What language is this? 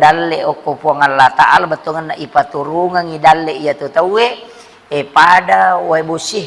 Buginese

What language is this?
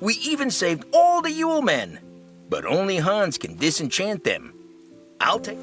Bavarian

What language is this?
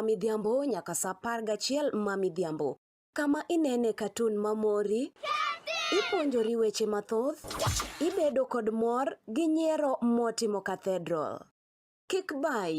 Luo (Kenya and Tanzania)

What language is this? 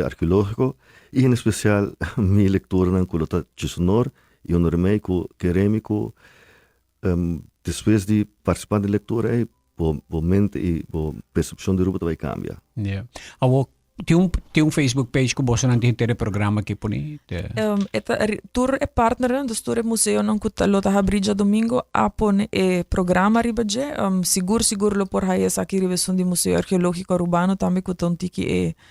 Papiamento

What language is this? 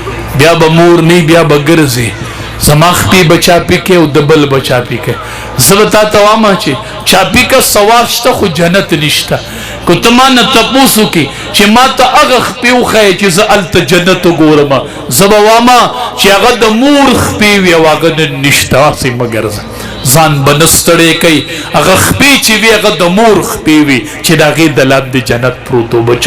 Pashto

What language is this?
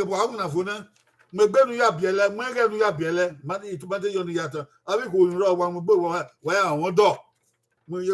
Bini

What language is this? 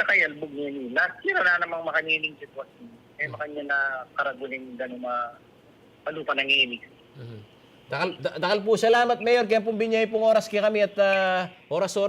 Pampanga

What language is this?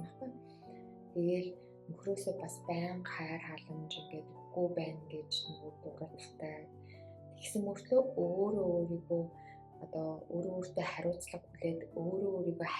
Mongolian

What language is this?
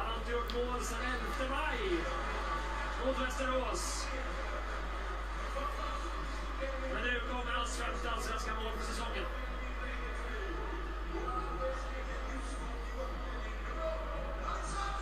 Swedish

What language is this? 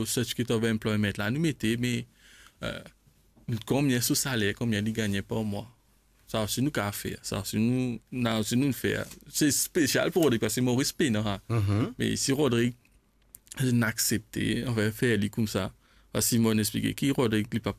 Morisyen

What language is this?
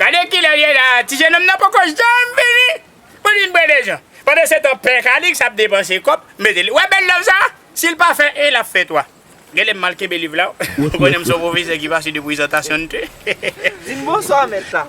Haitian Creole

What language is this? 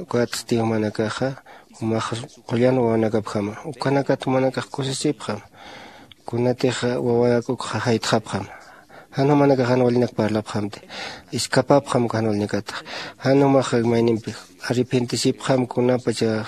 Aymara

